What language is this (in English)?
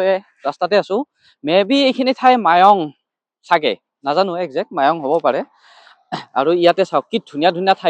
Assamese